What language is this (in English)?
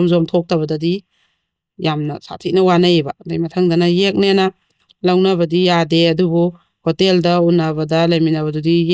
Manipuri